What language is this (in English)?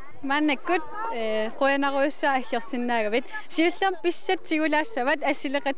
Kalaallisut